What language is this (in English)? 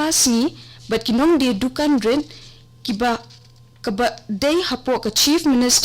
Khasi